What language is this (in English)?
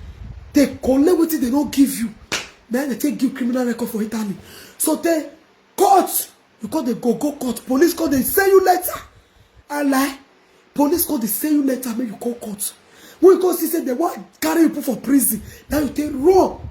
Nigerian Pidgin